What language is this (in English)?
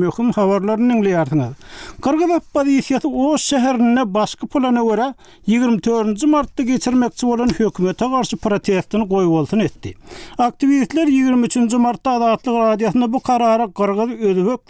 Turkmen